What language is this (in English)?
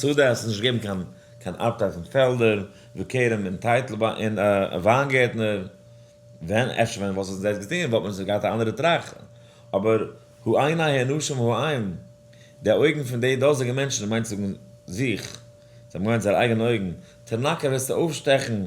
Yiddish